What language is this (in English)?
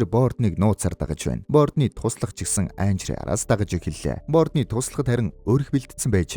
Mongolian